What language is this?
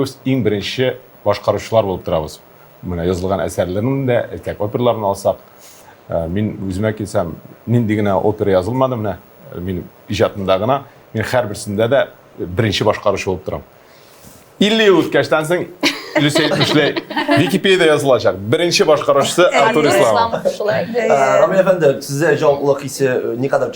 Tatar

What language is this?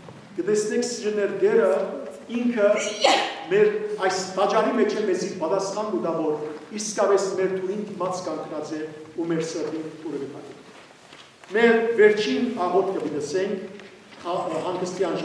Western Armenian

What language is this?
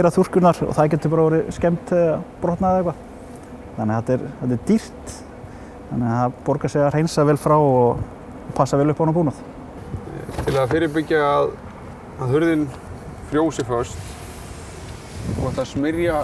Icelandic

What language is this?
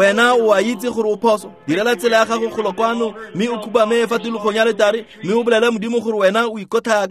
Tswana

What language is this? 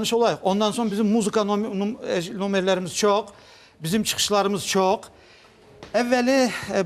Crimean Tatar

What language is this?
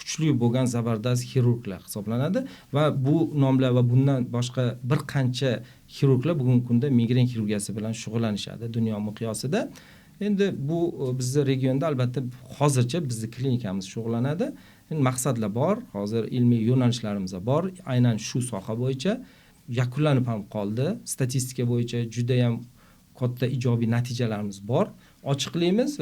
Uzbek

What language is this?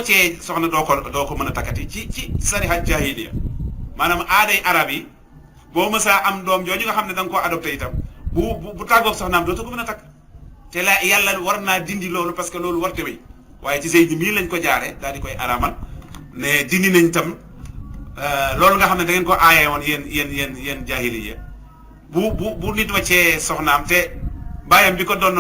Wolof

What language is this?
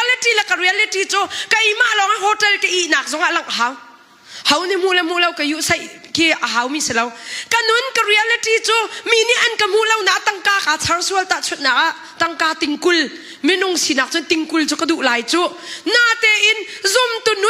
Hakha Chin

